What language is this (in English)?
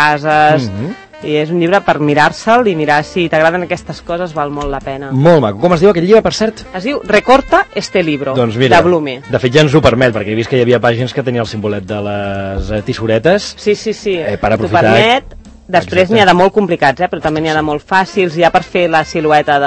Catalan